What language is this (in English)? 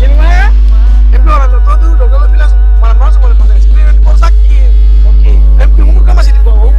Ambonese Malay